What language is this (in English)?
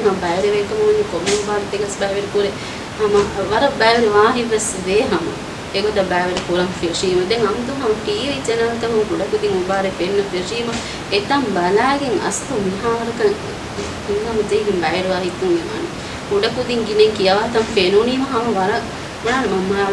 Divehi